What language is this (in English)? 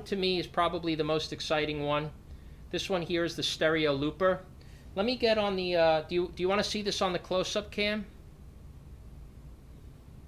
English